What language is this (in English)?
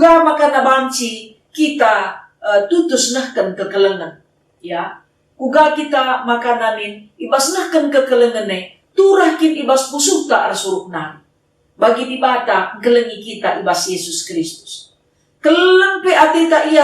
Batak Karo